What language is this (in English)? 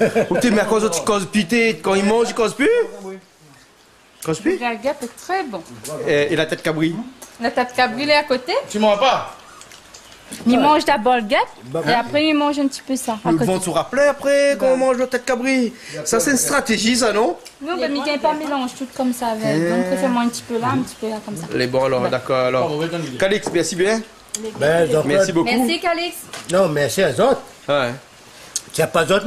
Réunion Creole French